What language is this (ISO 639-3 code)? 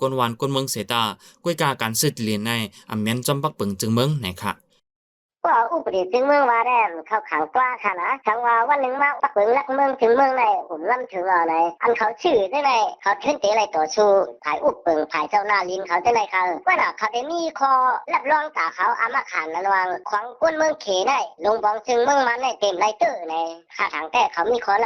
shn